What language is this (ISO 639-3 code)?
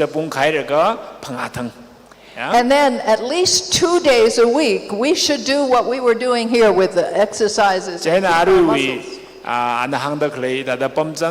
nmf